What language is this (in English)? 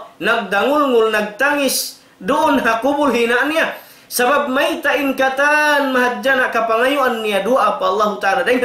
Tausug